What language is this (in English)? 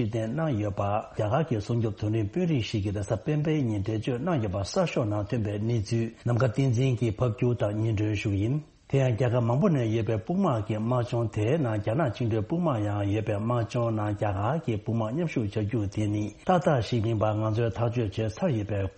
Tibetan